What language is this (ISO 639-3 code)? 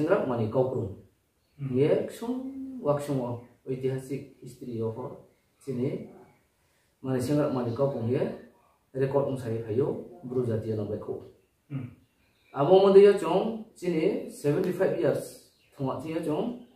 ria